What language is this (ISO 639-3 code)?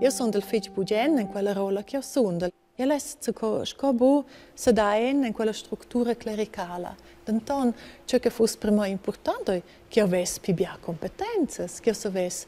roh